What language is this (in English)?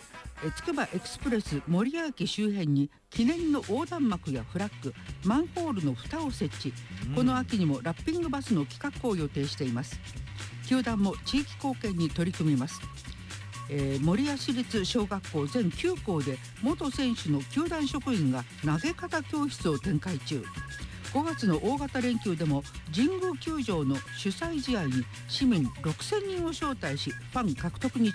Japanese